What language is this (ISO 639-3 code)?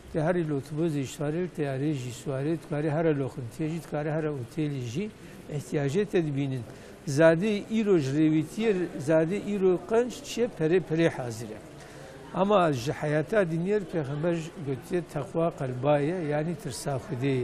kur